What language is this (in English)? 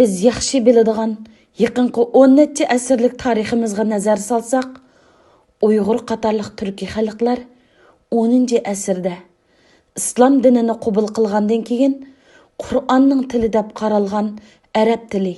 Uyghur